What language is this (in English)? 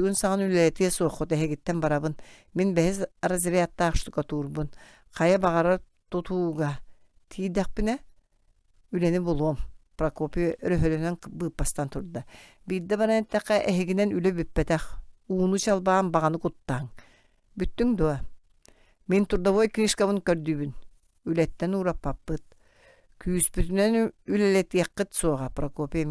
Yakut